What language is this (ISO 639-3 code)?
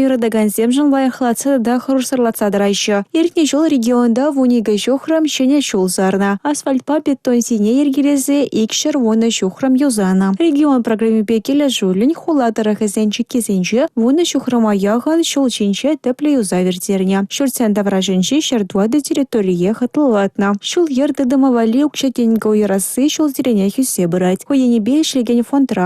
chv